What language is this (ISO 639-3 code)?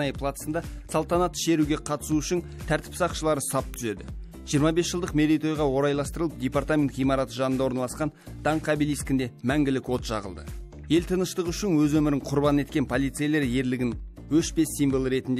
kaz